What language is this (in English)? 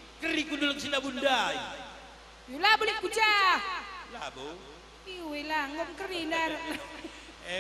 Batak Karo